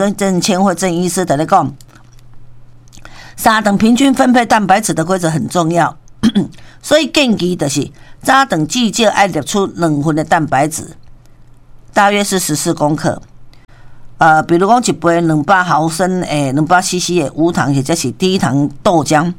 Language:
Min Nan Chinese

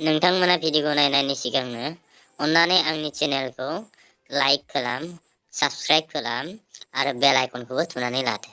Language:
Bodo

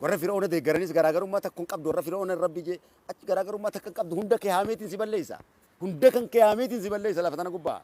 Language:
Oromo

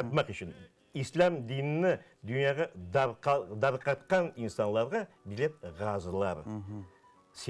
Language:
Crimean Tatar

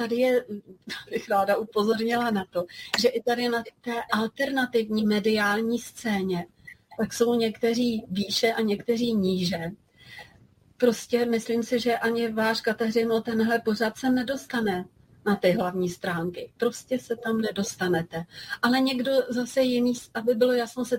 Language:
Czech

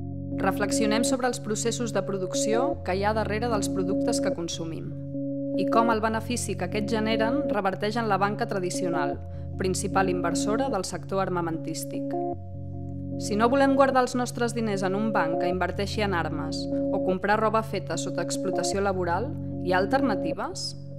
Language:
Catalan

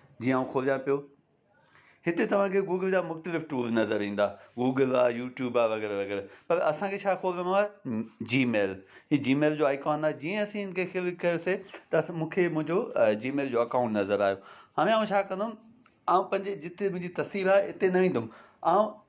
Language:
Sindhi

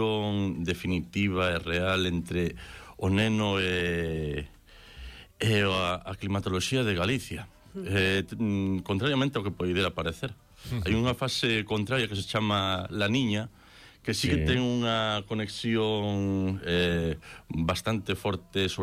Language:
Galician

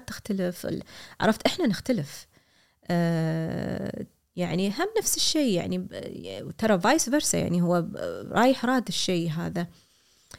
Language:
Gulf Arabic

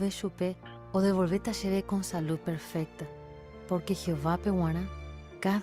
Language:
Guarani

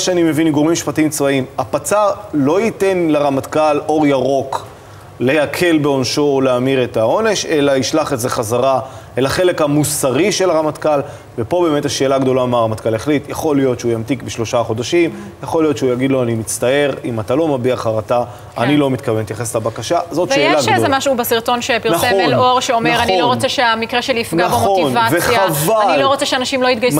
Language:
Hebrew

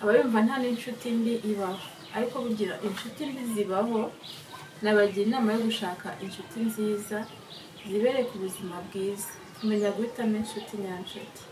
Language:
Kinyarwanda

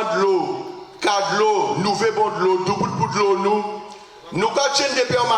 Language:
Guadeloupean Creole French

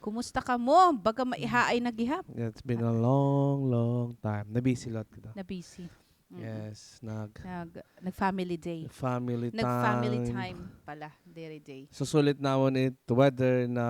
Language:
Waray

